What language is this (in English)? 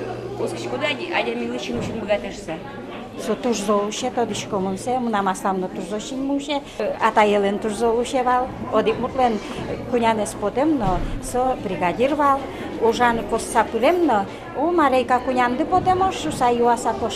Udmurt